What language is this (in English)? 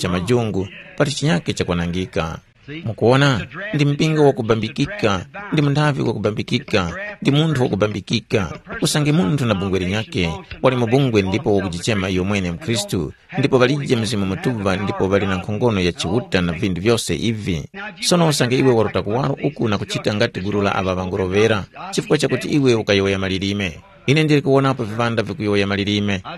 Tumbuka